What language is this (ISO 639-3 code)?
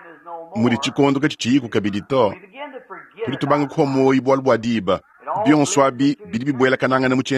lua